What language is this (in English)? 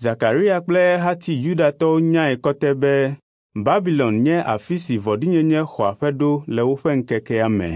Ewe